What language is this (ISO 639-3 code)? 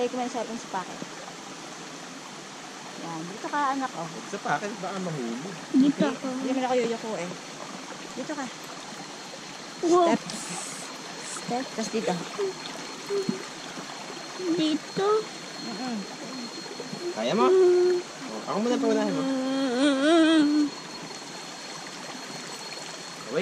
fil